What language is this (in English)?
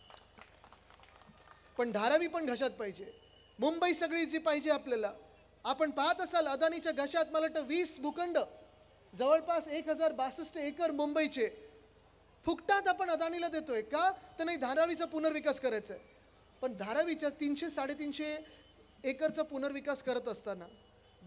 Marathi